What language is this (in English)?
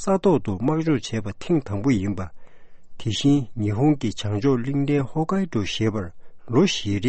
Tibetan